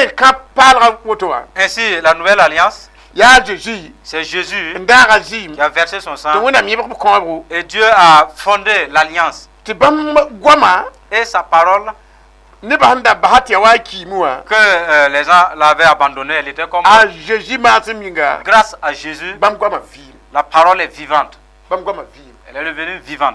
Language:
Mossi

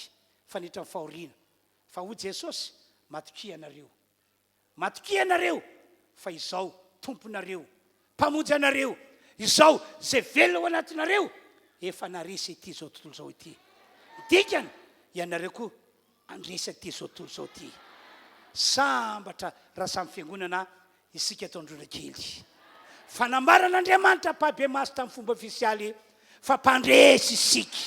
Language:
Malagasy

